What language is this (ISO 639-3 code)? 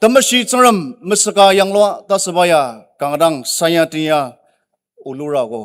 njo